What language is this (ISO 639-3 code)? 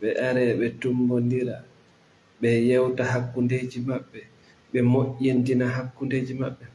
ful